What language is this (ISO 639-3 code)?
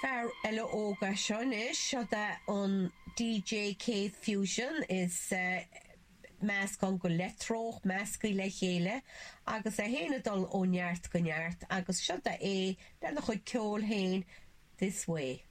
gle